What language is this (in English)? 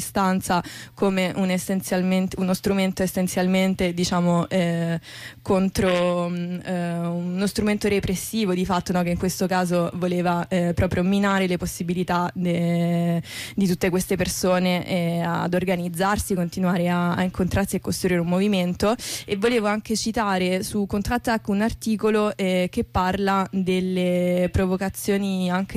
Italian